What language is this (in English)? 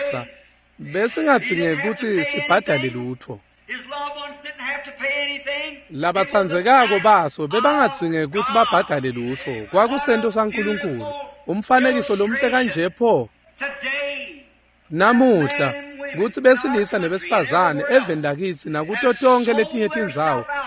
Swati